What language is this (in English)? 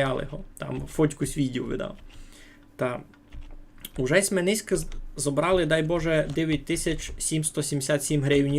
Rusyn